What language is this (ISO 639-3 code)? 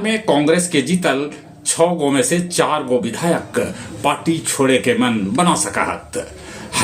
mag